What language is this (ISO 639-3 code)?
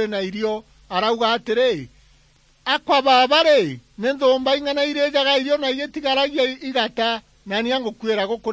mer